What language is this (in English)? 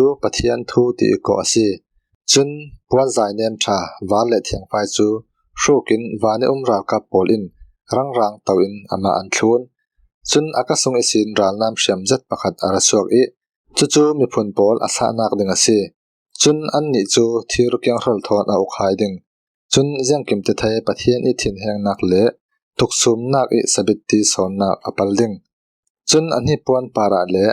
Falam Chin